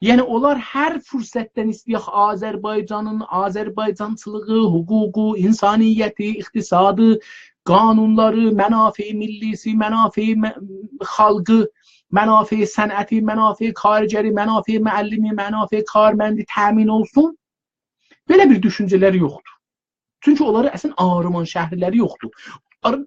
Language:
South Azerbaijani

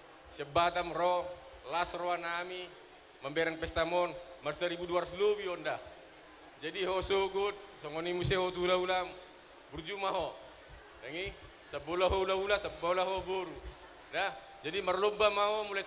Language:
Batak Toba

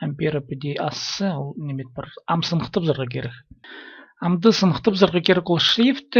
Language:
Khakas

